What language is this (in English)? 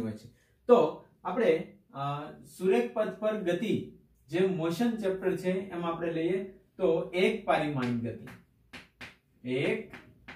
Gujarati